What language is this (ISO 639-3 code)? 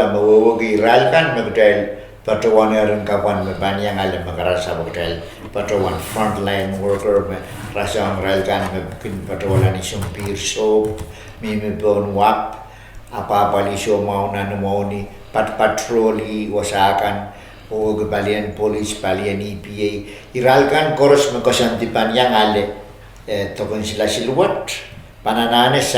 pon